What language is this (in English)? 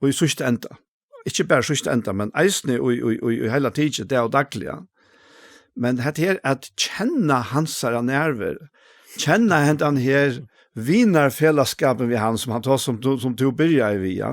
Faroese